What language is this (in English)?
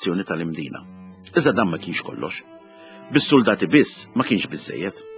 Maltese